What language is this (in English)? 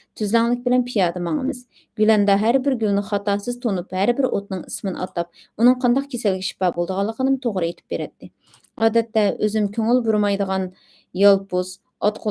Uyghur